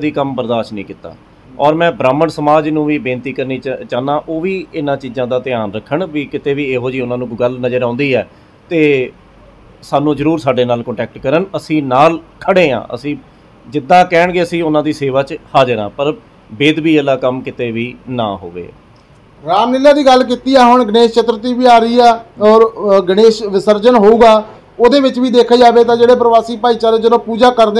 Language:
Punjabi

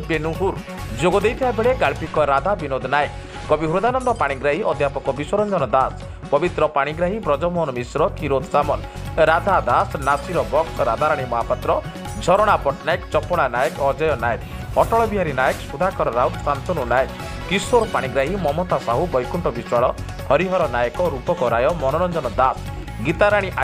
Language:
Odia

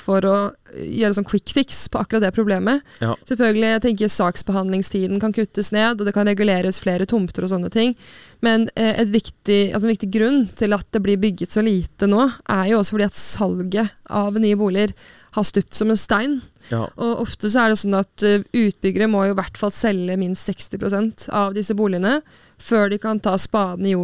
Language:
Norwegian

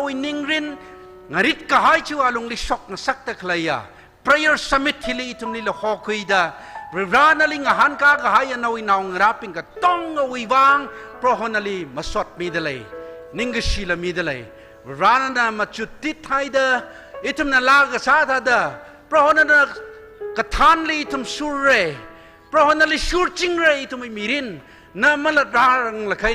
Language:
Tangkhul Naga (India)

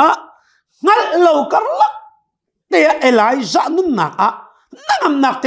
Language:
Hakha Chin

